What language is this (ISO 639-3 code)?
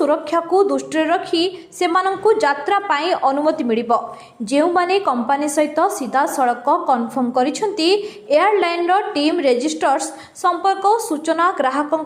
ori